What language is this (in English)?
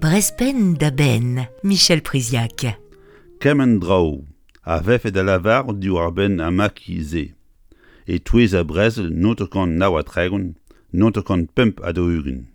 Breton